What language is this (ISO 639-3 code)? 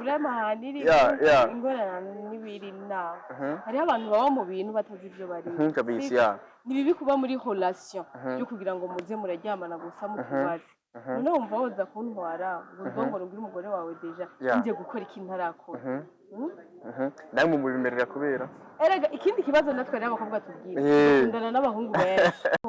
run